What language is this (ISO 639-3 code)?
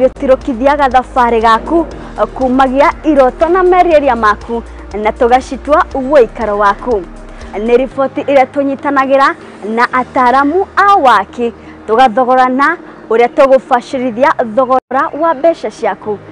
kik